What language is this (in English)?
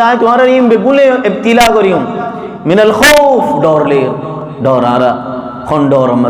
Rohingya